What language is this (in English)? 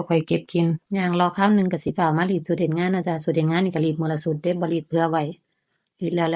Northeastern Thai